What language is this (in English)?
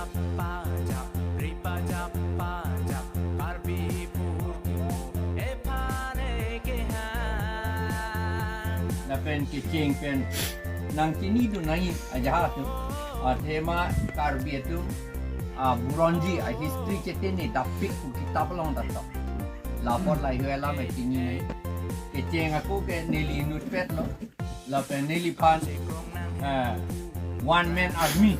Karbi